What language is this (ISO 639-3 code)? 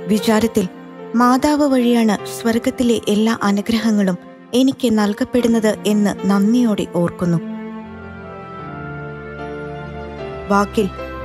mal